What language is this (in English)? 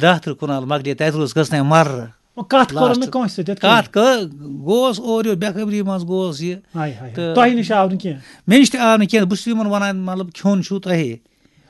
Kashmiri